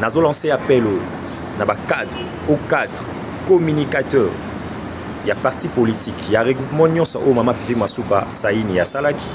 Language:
Lingala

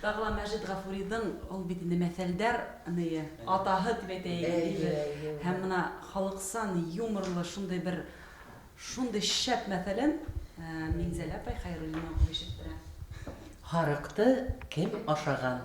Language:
Bashkir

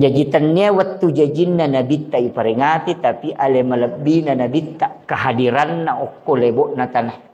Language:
Buginese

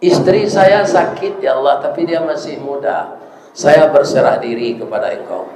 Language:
Minangkabau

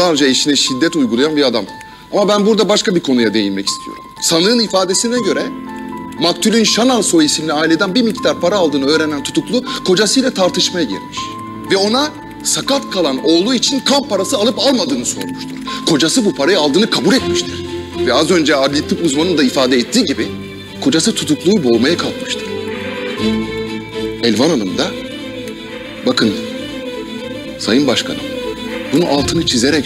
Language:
Turkish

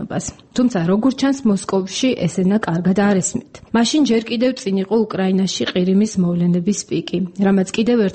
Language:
Georgian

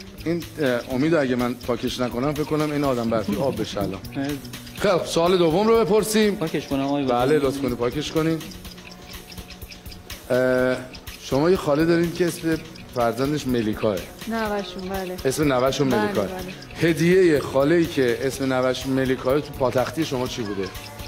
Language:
Persian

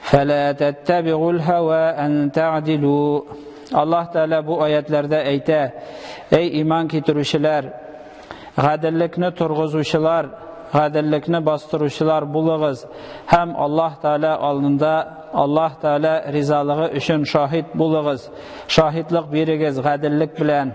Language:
Tatar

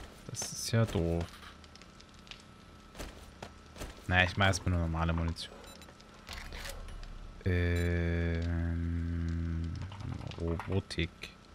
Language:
German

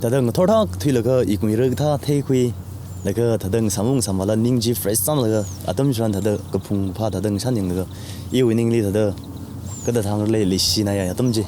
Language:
Tangkhul Naga (India)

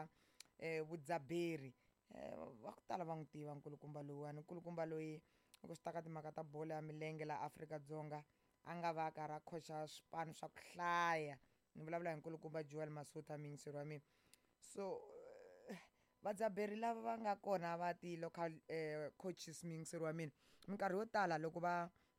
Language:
Tsonga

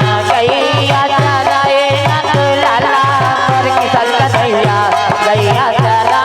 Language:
Chhattisgarhi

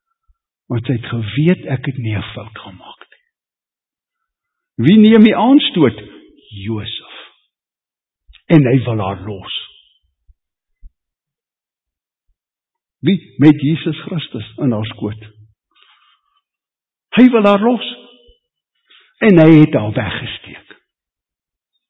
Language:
Afrikaans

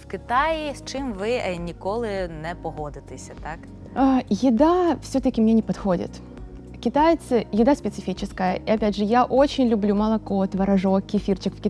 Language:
Russian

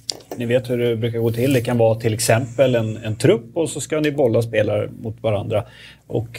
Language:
Swedish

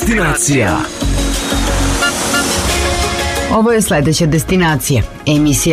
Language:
Serbian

